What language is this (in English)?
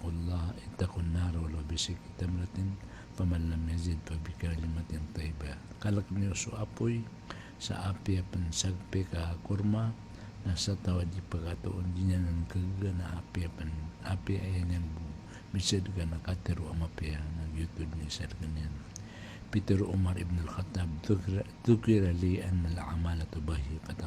Maranao